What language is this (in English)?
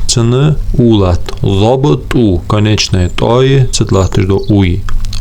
Ingush